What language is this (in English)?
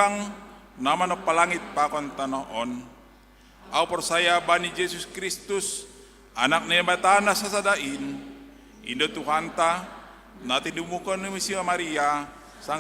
Batak Simalungun